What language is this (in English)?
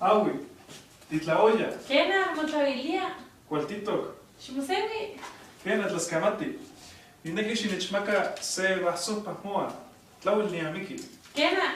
Eastern Huasteca Nahuatl